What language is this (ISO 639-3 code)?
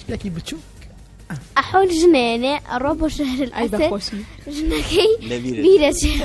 ckb